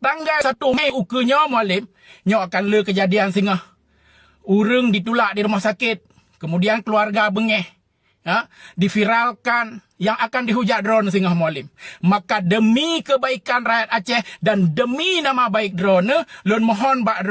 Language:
Achinese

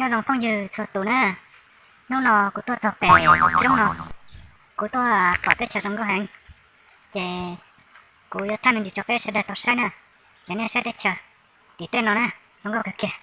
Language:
Hmong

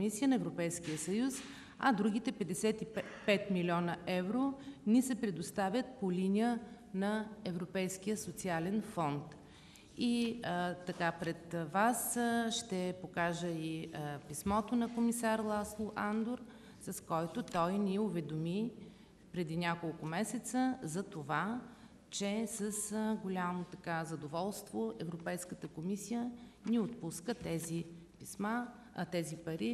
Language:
Bulgarian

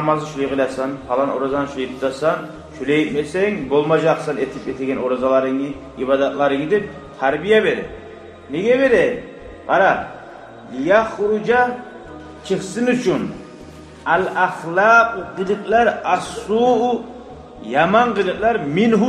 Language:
Kumyk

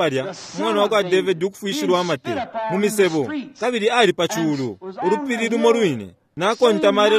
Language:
Bemba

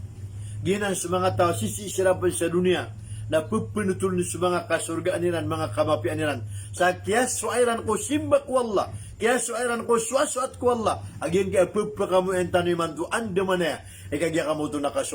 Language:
Maranao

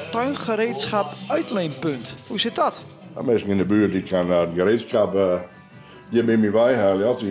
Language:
Western Frisian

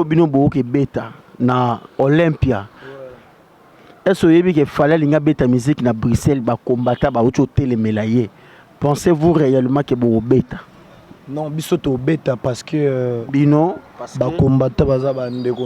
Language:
Lingala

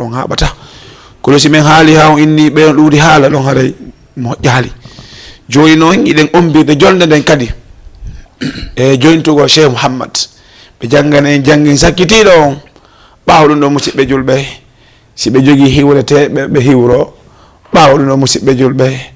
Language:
Fula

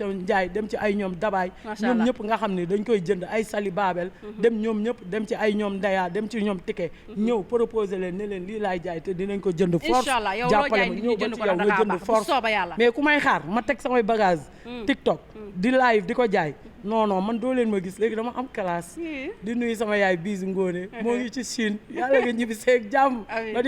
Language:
Wolof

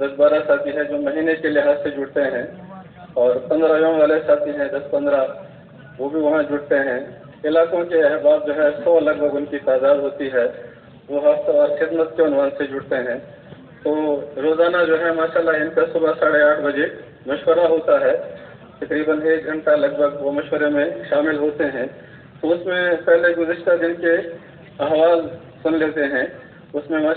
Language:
Urdu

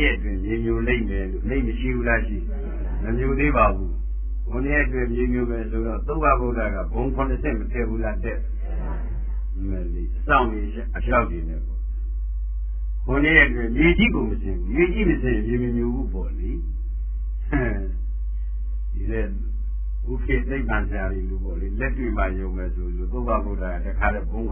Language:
Burmese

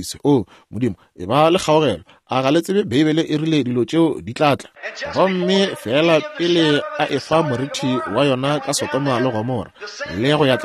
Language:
Northern Sotho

